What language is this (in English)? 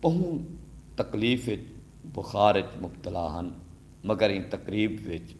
Saraiki